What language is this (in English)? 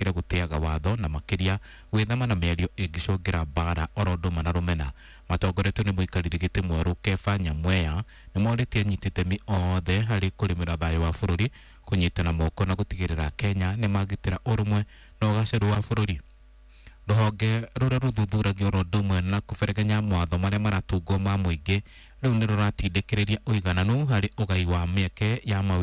Kikuyu